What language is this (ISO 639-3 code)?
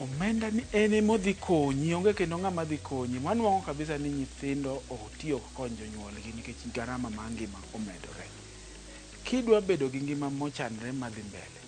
luo